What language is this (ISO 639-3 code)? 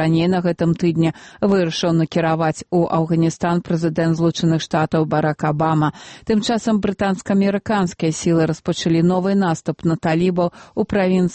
bel